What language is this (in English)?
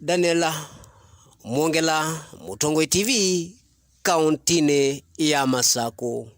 Kamba